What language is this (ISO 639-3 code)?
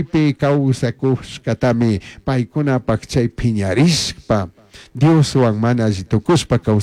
qug